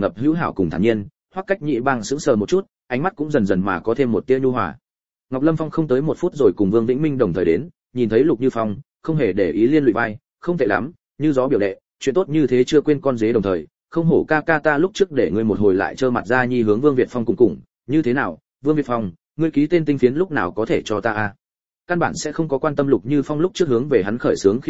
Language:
Vietnamese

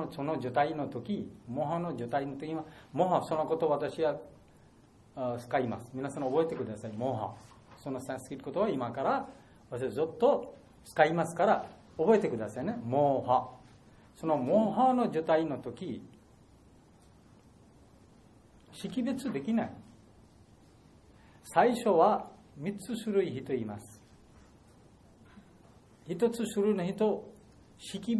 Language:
Japanese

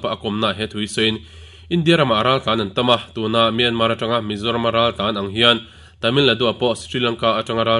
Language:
Mizo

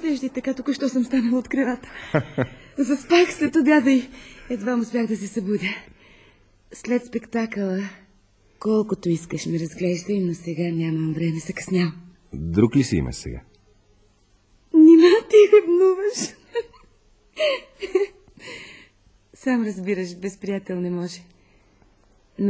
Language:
Bulgarian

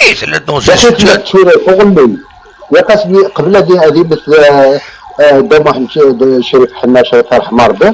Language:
Kabyle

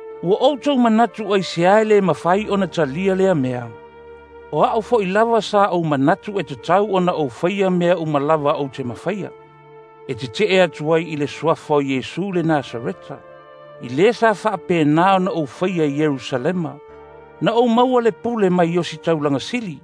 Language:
Samoan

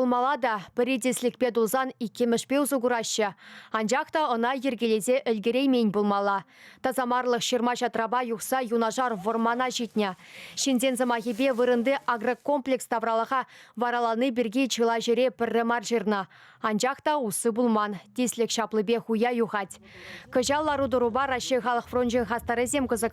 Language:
Chuvash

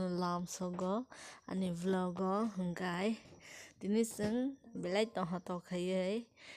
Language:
Kok Borok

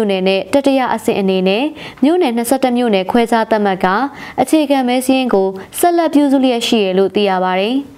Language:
Burmese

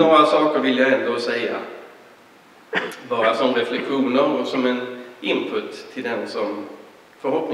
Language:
Swedish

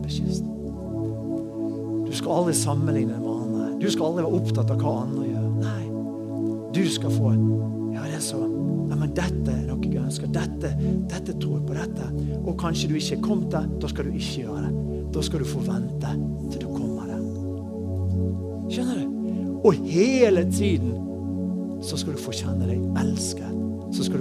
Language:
Norwegian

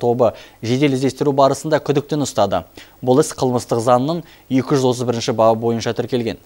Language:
Kazakh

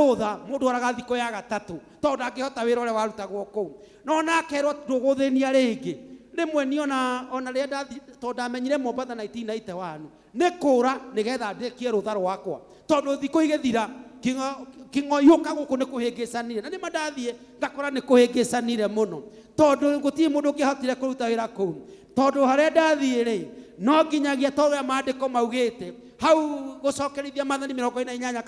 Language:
Kikuyu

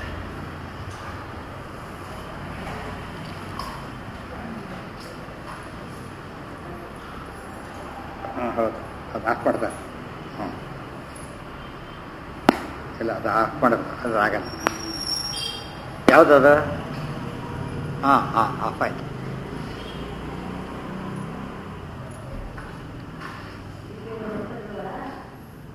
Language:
Kannada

